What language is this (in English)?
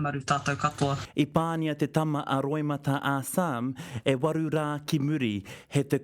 Māori